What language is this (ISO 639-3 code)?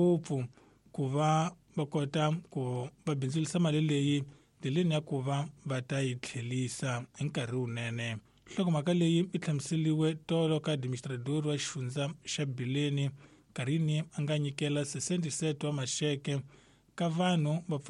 tso